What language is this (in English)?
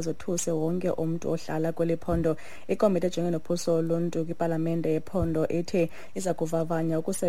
Xhosa